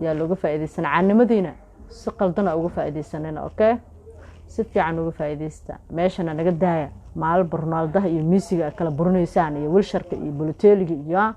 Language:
Somali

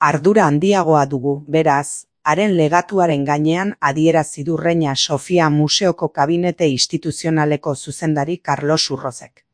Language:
Basque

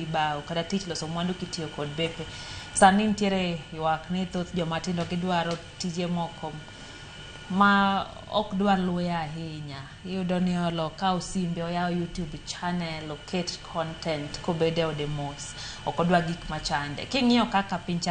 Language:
Luo (Kenya and Tanzania)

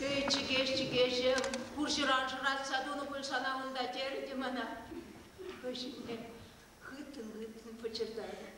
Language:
Chuvash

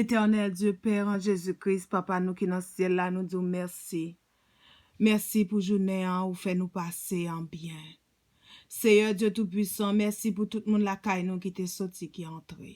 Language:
Haitian Creole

